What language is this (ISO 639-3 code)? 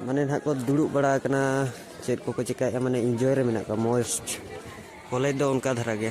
sat